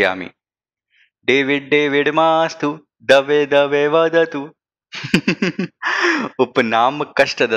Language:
Sanskrit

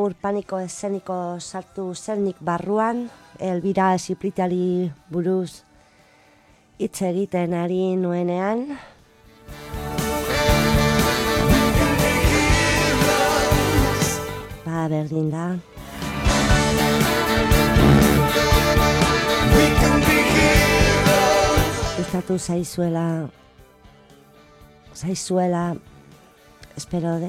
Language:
Basque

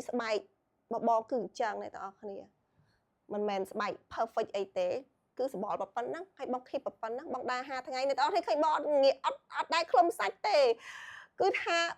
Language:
Khmer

